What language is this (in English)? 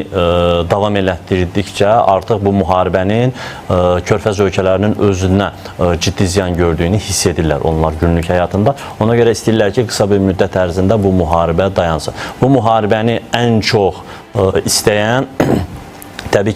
Azerbaijani